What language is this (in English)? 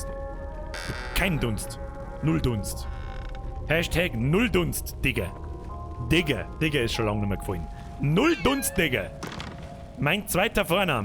Bavarian